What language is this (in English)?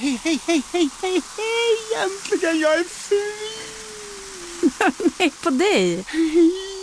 Swedish